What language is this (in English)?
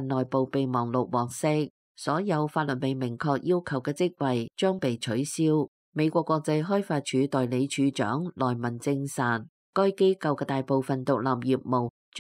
Cantonese